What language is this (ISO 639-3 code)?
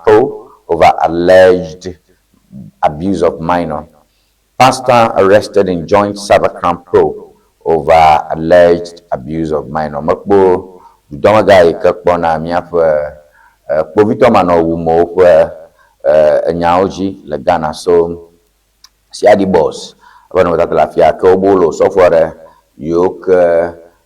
ewe